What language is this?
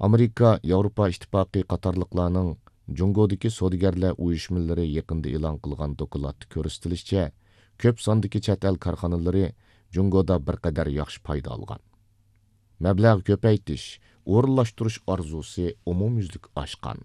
Uyghur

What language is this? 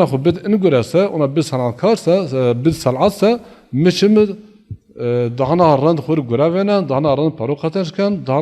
Zaza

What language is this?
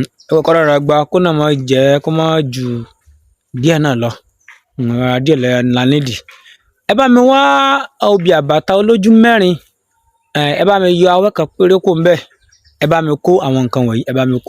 Yoruba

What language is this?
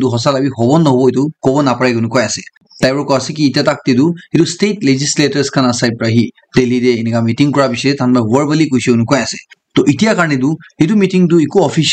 Naga Pidgin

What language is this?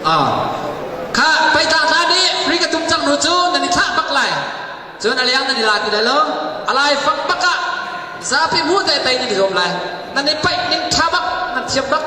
Hakha Chin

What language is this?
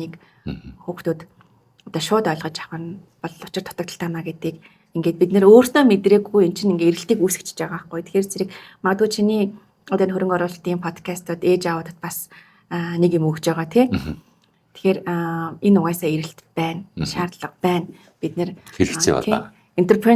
Mongolian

